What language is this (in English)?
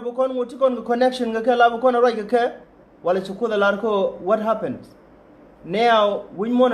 Nuer